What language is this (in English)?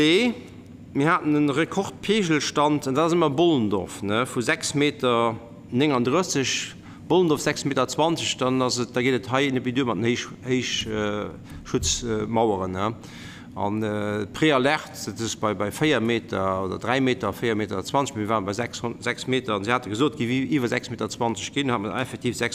Luxembourgish